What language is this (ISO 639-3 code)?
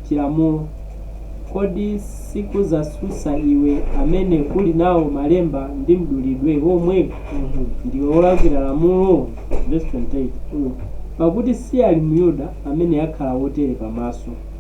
nya